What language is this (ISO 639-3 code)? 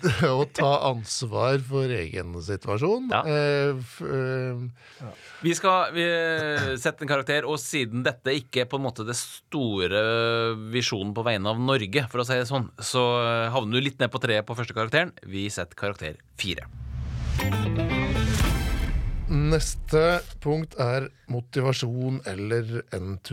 nor